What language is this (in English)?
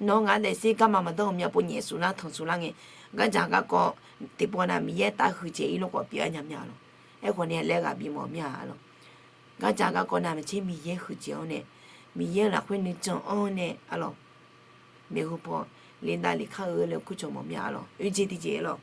Akha